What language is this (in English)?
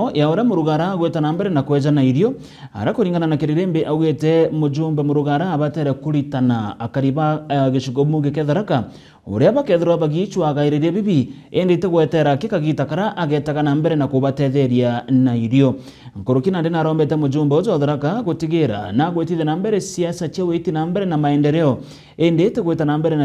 Meru